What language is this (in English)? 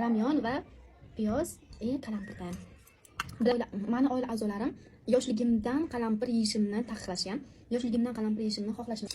Uzbek